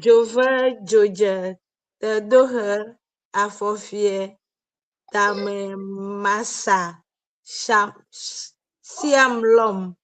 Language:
Ewe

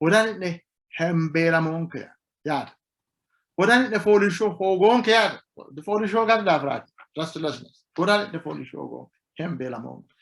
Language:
Sidamo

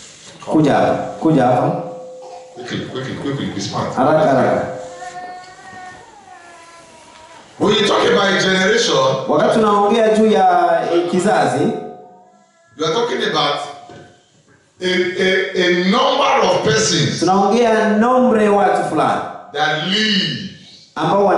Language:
Swahili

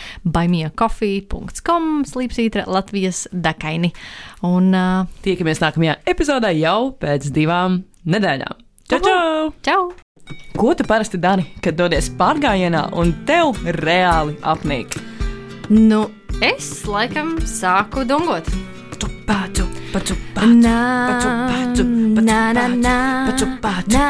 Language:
Latvian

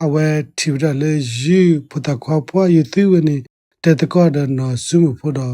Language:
S'gaw Karen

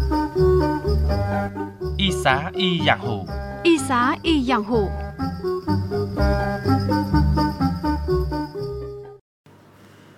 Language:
Vietnamese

